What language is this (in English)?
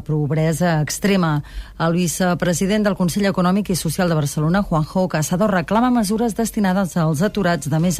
Catalan